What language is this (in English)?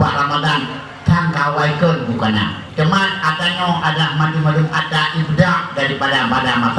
Achinese